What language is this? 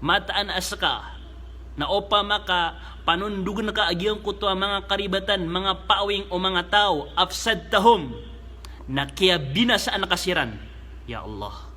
Maranao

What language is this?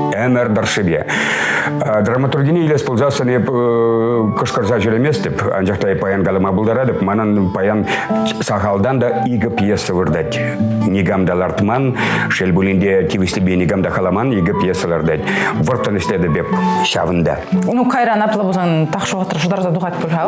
Chuvash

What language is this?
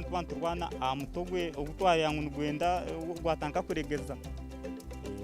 Nyankole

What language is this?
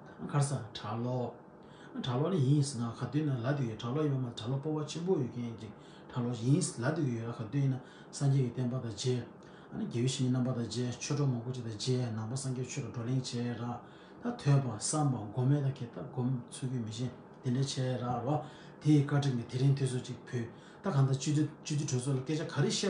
Tibetan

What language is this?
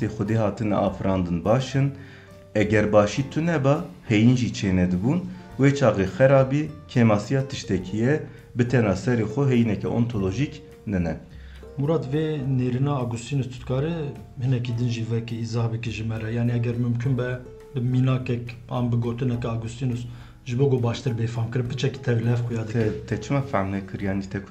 Kurdish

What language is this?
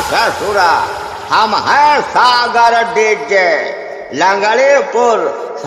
Bhojpuri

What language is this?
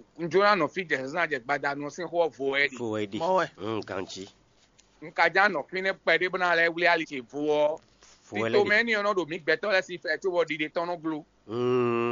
Fon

